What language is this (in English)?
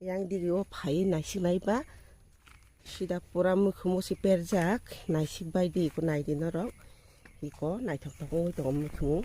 Kok Borok